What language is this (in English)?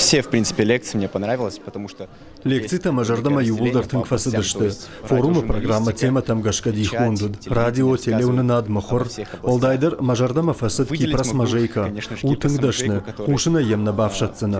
Ossetic